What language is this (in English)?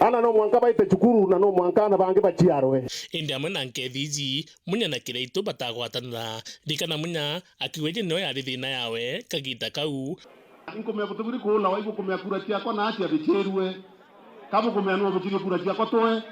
Meru